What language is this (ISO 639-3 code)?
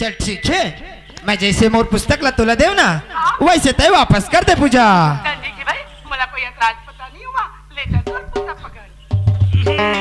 hne